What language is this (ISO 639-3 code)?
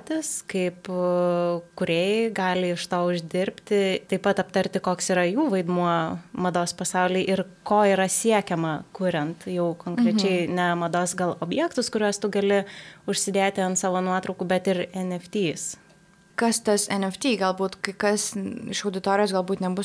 lit